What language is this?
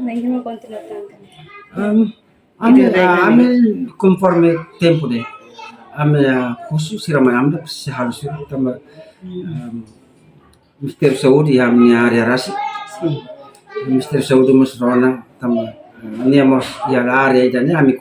Tetum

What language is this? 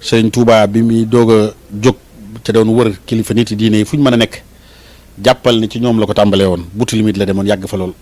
Wolof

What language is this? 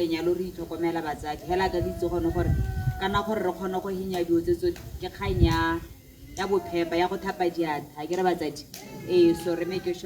Tswana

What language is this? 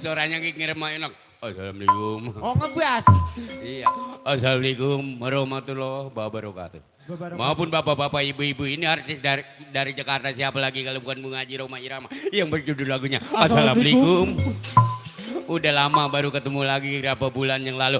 Betawi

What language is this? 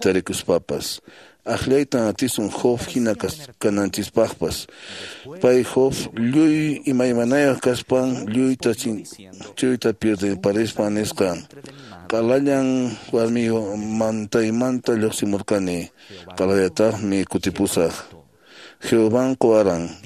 Quechua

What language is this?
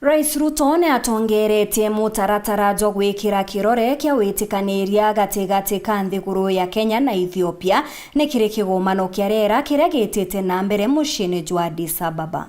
Meru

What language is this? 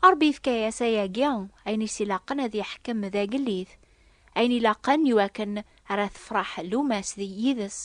Kabyle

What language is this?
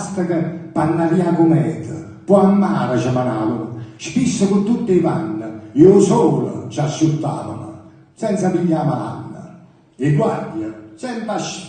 Neapolitan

